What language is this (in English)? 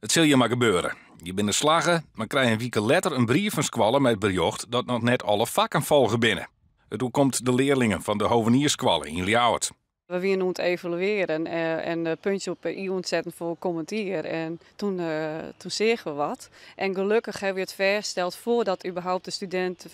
Western Frisian